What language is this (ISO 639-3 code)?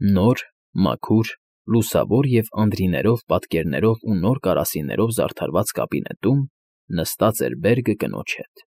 hye